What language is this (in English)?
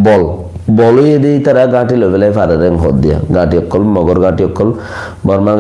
Rohingya